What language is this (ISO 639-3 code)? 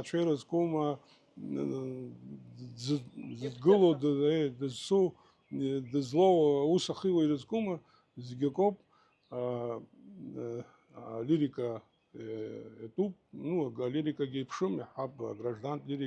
abk